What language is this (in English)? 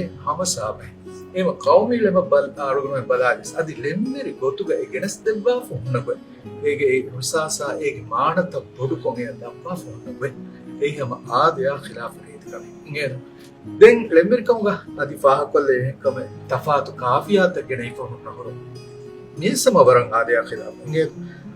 Divehi